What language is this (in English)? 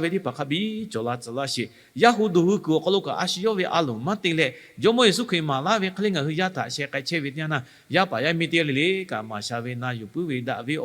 Lahu